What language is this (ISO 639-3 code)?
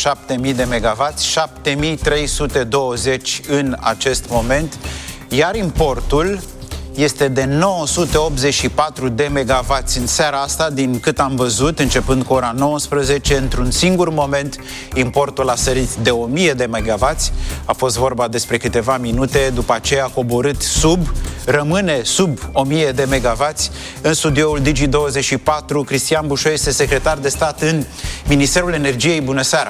ron